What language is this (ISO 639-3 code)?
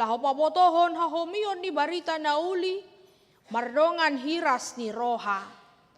bbc